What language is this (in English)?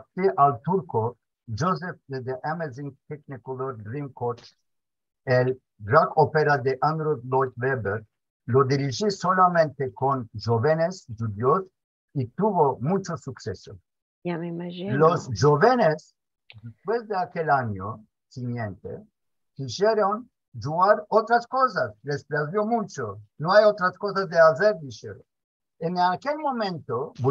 Ladino